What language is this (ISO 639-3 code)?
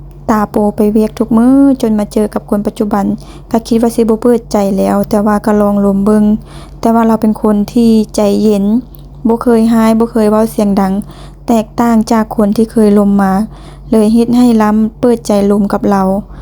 lao